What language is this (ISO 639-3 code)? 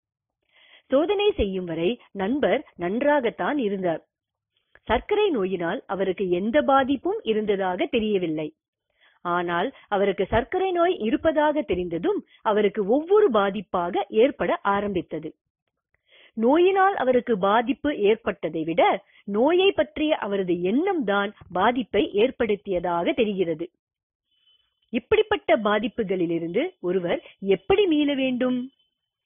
tam